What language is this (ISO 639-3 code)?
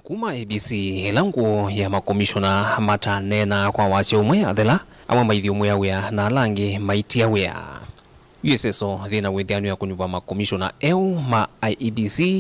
kam